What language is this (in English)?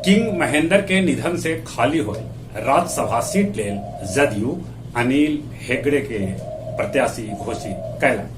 Magahi